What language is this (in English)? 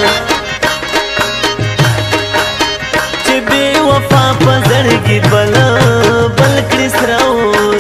Hindi